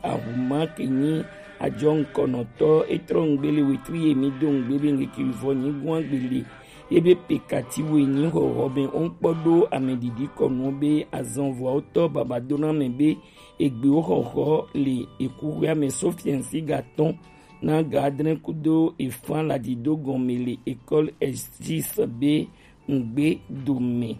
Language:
Gen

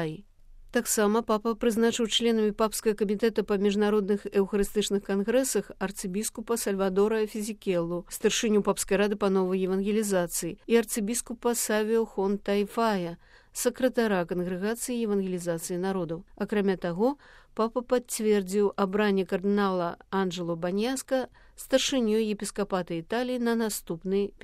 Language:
Belarusian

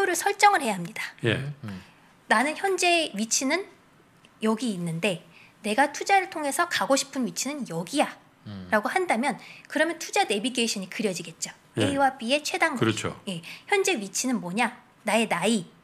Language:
Korean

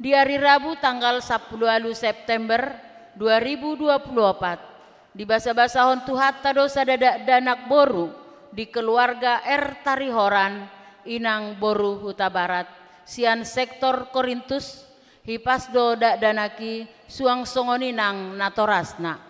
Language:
Batak Toba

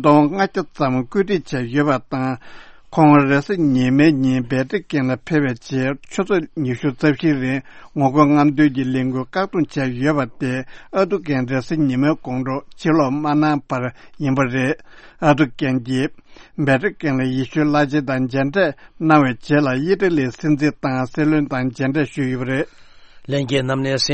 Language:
Tibetan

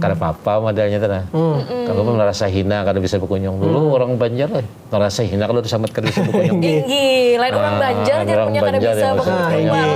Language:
Banjar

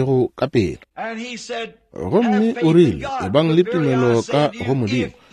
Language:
Northern Sotho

